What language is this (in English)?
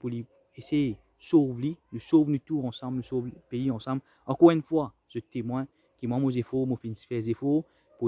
Morisyen